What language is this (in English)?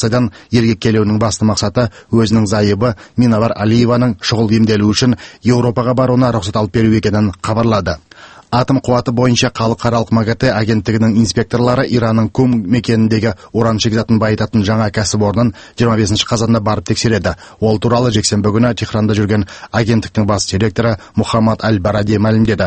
Kazakh